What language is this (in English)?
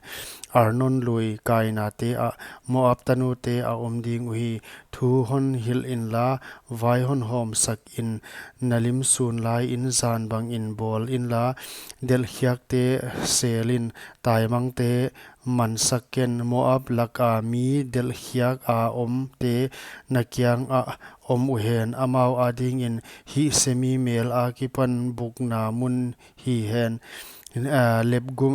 Paite Chin